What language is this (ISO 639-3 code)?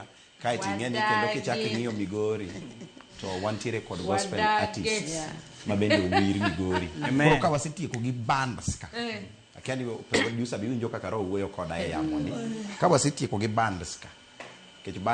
luo